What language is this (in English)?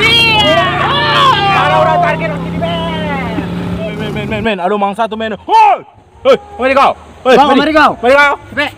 Minangkabau